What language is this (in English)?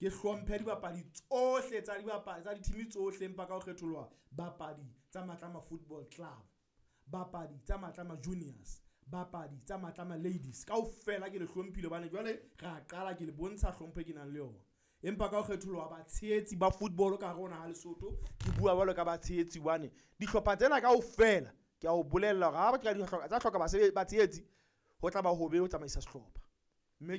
Southern Sotho